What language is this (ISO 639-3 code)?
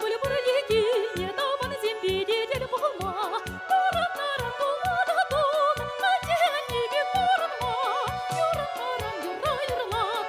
chv